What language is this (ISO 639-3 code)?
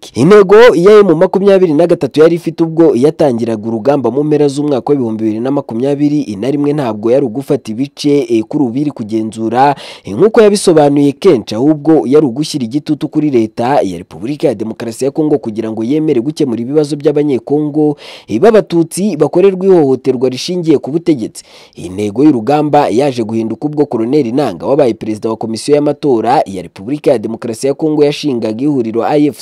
kin